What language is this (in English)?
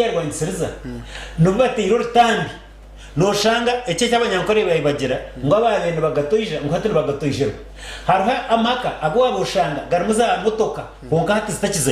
Nyankole